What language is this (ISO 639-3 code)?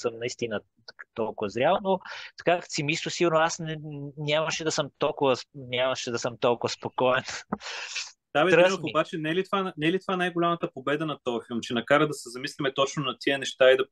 bul